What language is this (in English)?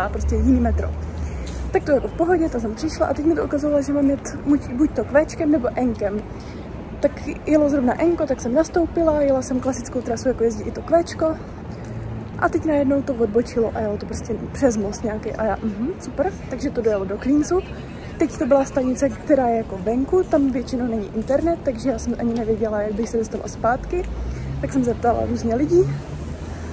Czech